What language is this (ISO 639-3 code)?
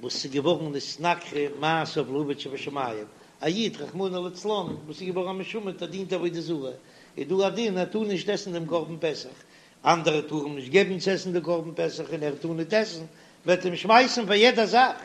yid